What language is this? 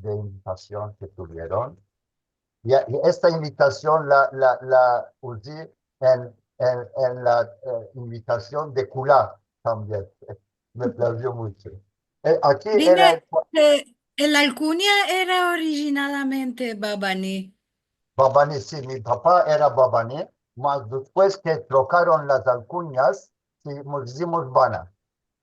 Ladino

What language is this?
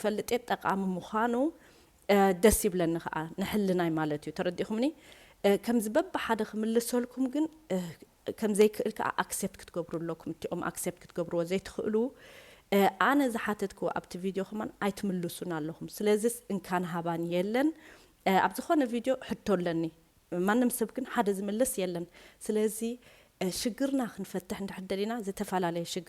Tigrinya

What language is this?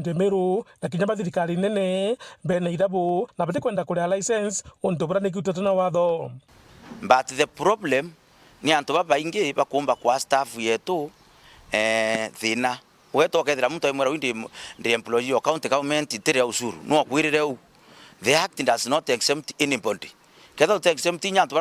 Meru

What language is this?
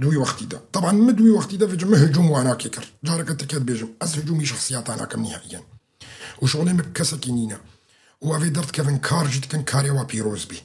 Kurdish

